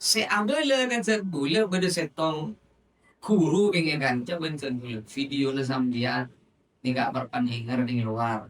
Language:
Madurese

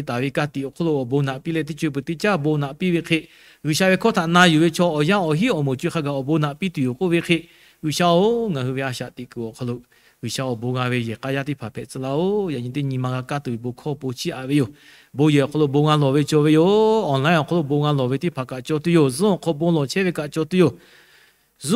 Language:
Lahu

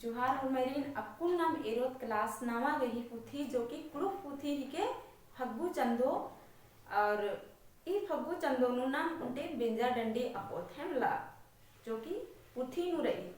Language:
Kurukh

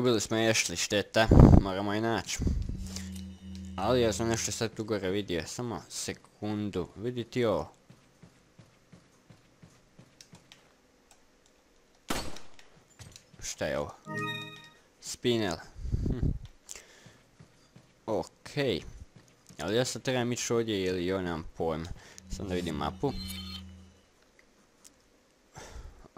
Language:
Croatian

